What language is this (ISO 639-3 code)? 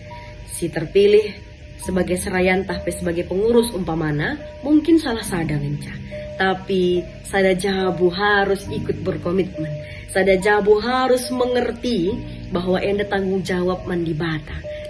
btx